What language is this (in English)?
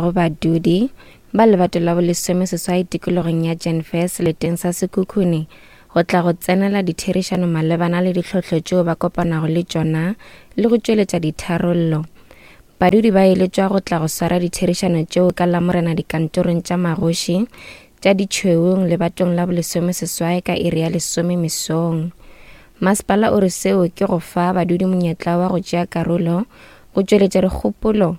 Northern Sotho